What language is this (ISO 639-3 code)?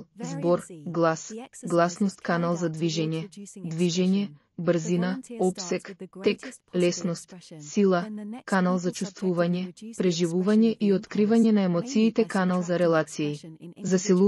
mkd